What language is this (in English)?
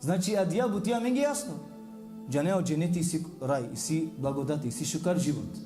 Balkan Romani